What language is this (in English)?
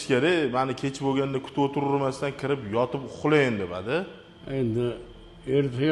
Uzbek